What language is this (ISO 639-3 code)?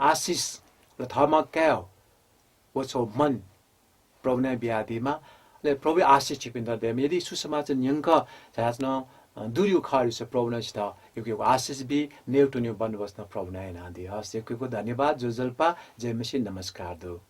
new